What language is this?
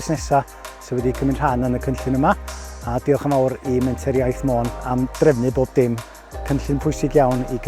Welsh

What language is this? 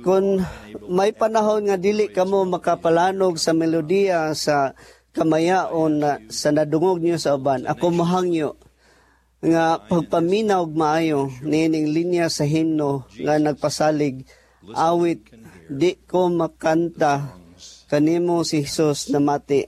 Cebuano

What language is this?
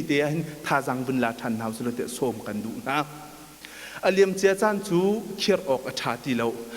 Hakha Chin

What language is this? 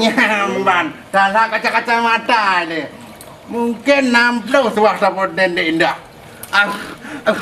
Achinese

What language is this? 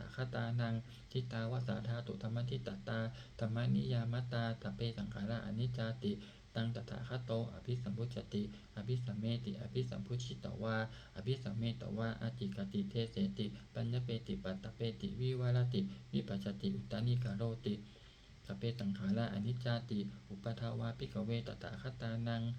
Pali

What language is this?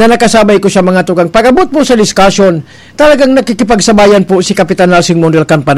Bikol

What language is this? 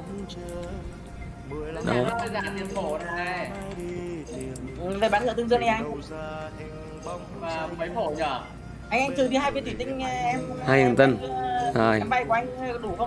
Vietnamese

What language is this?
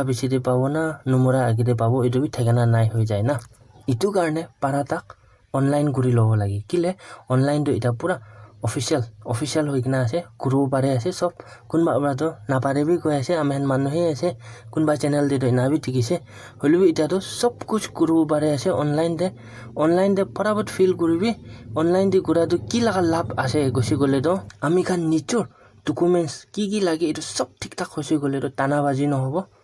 Naga Pidgin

